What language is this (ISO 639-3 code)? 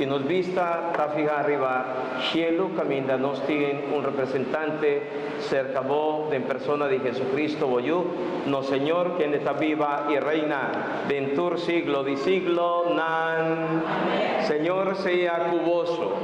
pap